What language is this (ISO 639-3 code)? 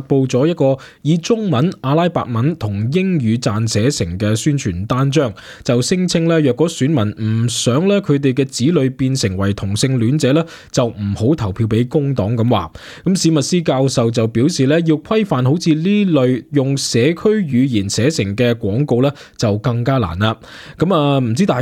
yue